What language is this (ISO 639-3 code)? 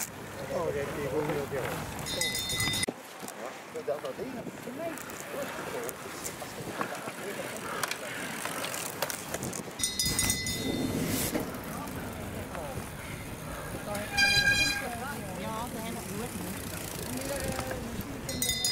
nld